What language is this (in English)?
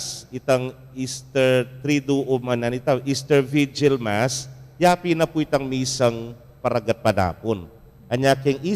Pampanga